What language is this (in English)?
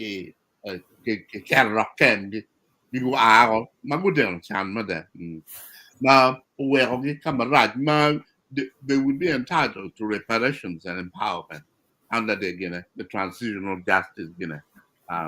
Acoli